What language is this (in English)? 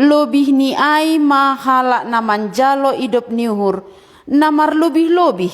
Batak Simalungun